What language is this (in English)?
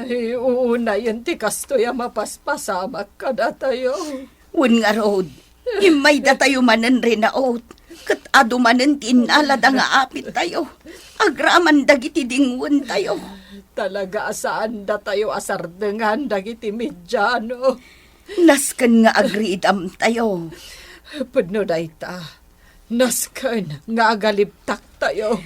Iloko